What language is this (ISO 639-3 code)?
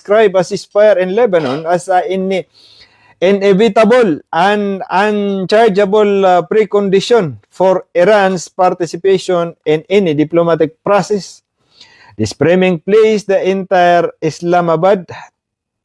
mrw